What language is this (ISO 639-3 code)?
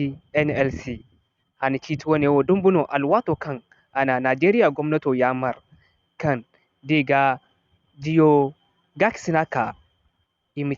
dje